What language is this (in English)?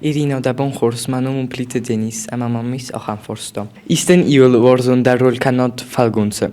Ossetic